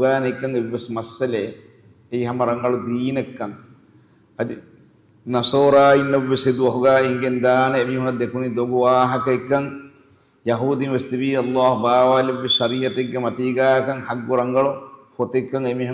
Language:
Divehi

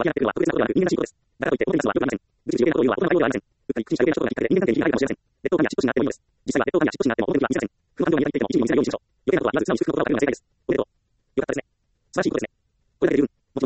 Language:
Japanese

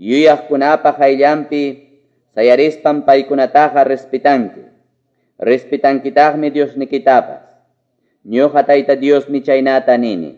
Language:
Quechua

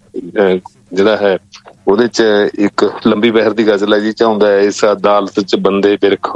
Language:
Punjabi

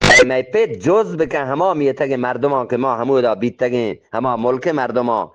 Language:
Eastern Balochi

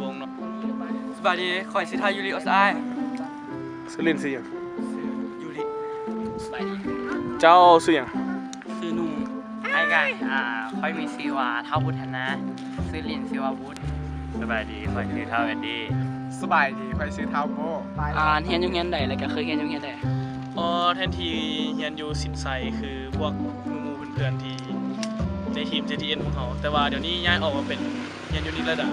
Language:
Lao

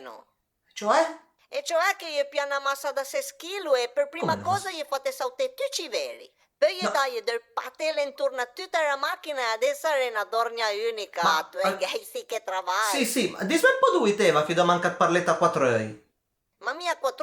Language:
Piedmontese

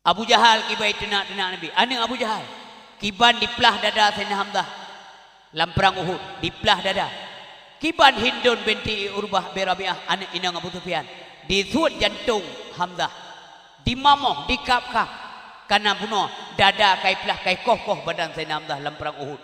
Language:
Achinese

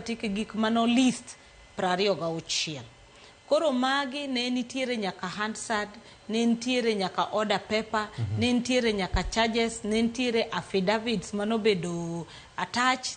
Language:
Luo (Kenya and Tanzania)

